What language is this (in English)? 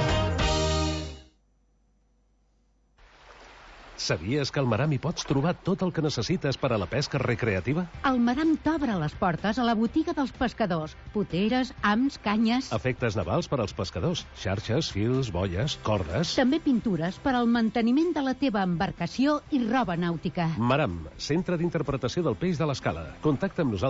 Catalan